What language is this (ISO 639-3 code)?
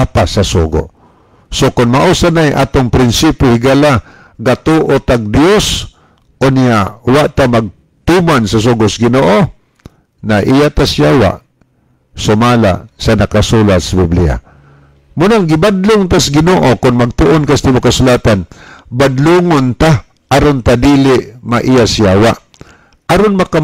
ceb